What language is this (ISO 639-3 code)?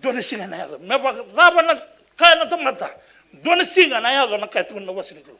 fij